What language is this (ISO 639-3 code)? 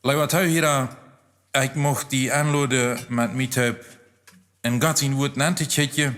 pdt